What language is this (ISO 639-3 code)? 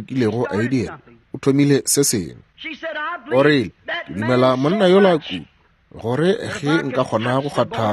nso